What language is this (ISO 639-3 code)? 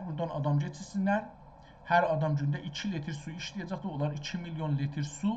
azb